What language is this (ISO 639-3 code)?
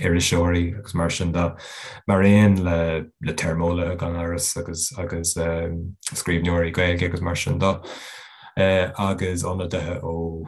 gle